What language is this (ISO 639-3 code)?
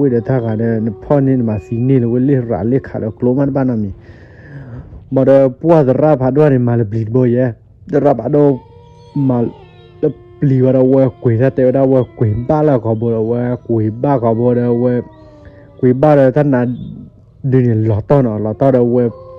ksw